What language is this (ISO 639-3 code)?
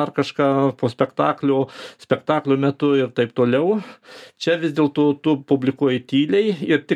lit